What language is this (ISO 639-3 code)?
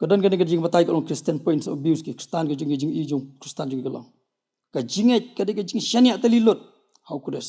kha